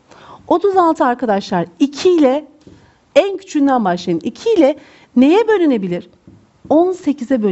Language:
Turkish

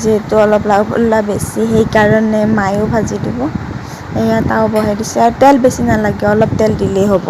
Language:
Assamese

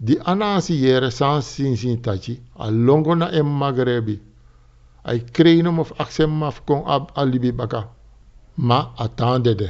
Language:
Sranan Tongo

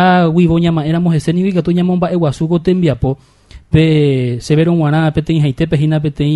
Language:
Guarani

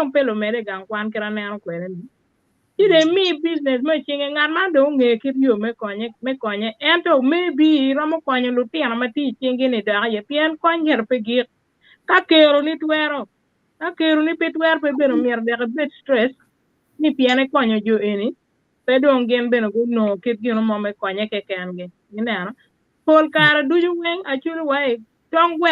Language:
Acoli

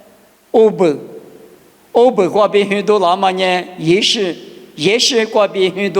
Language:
Lisu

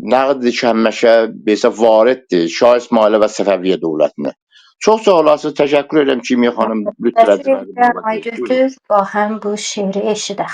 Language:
South Azerbaijani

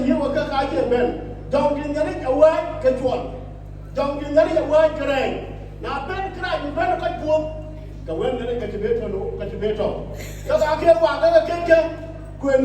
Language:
Dinka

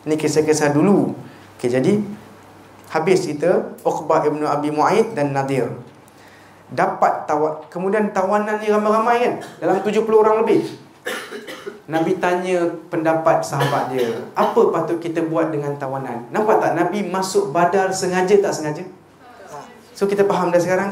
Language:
Malay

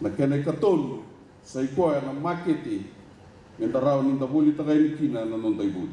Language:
Fijian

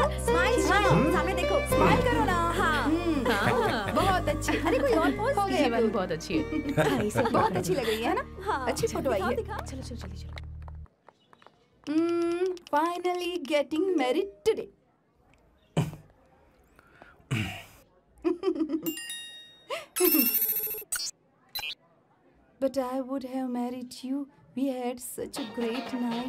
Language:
Hindi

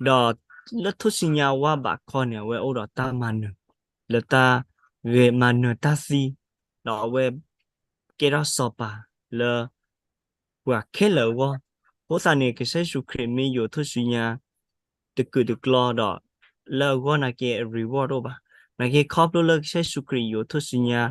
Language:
S'gaw Karen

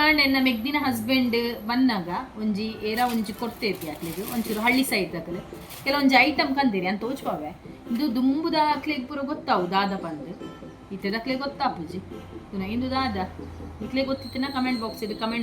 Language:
Tulu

